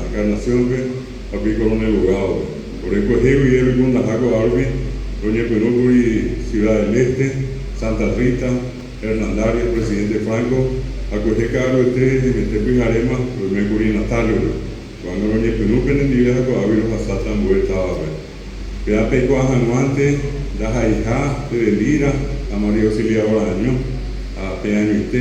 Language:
Guarani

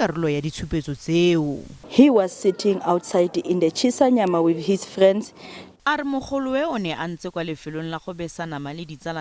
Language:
Tswana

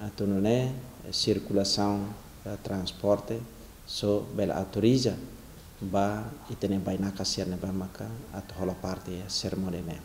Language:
Tetum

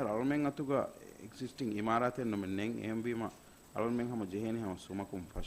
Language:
Divehi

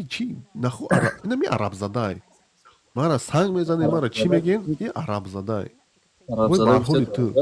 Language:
Tajik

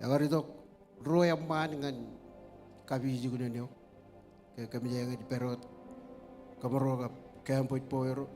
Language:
Marshallese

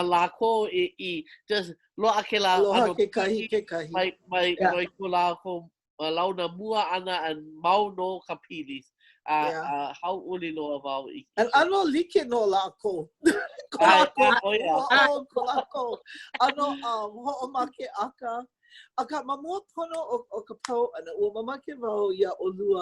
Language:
Hawaiian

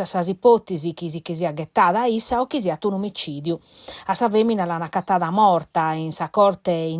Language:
Sardinian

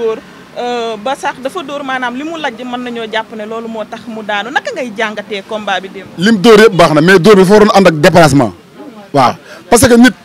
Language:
Wolof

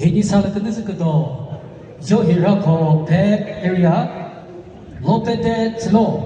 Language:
Chokri Naga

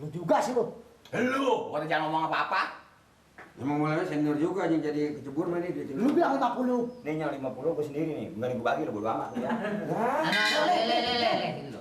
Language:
Betawi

